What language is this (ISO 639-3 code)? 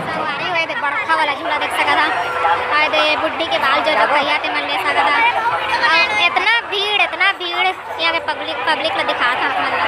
hne